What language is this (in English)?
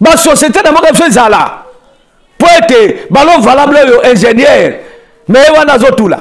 Lingala